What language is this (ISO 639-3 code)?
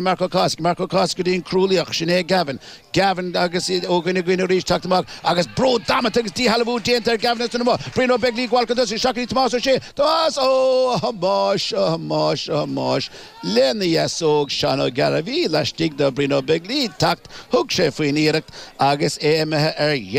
gle